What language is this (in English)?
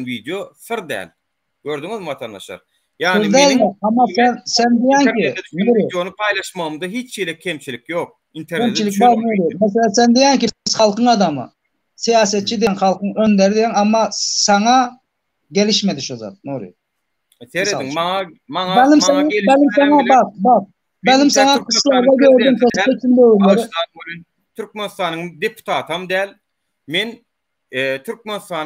Turkmen